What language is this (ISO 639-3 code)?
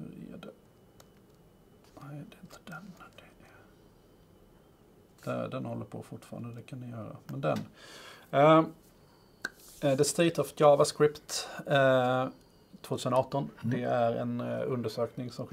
swe